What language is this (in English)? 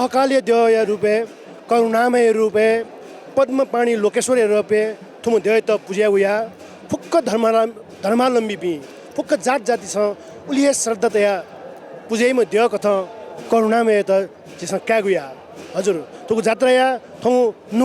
Newari